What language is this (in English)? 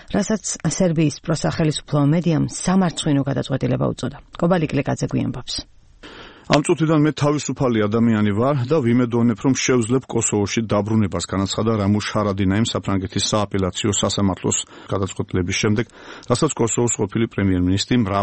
Georgian